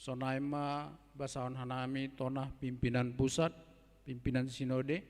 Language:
Batak Simalungun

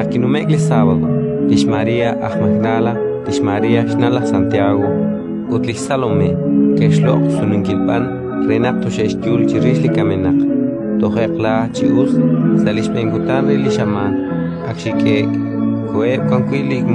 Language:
Kekchí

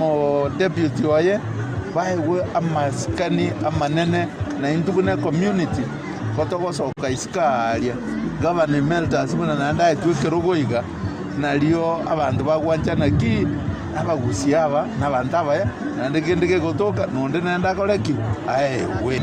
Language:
Gusii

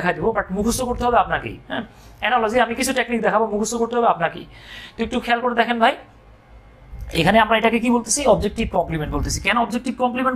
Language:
Bangla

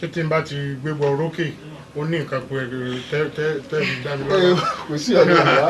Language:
Yoruba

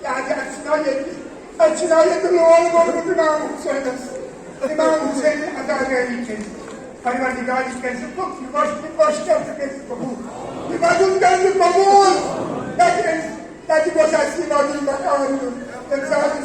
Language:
Kashmiri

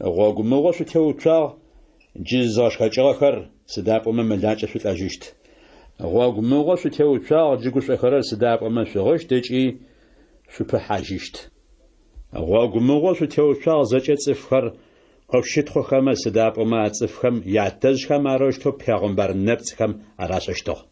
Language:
Adyghe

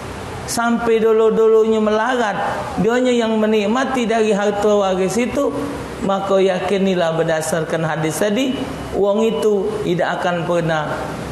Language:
Musi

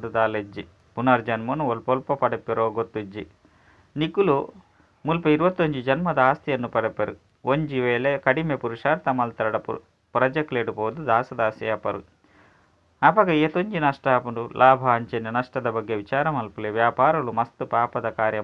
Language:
Tulu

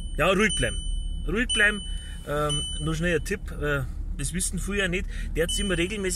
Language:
Bavarian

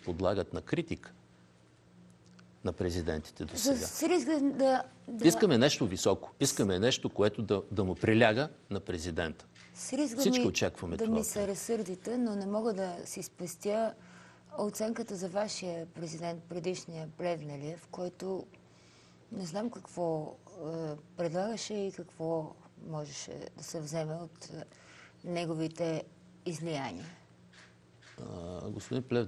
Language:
Bulgarian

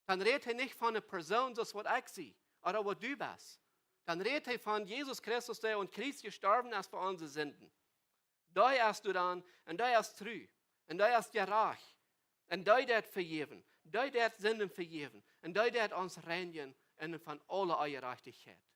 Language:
Plautdietsch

